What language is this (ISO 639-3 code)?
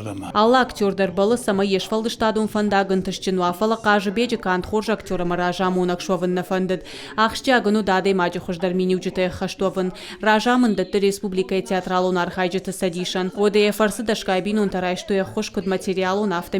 oss